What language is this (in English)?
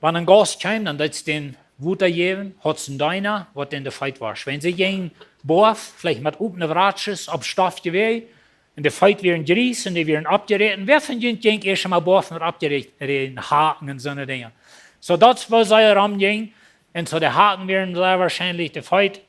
Plautdietsch